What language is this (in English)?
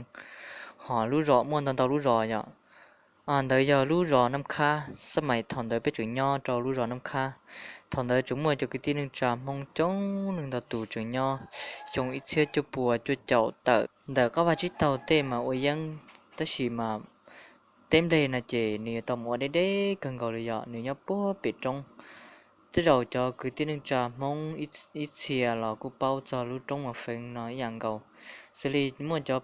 Hmong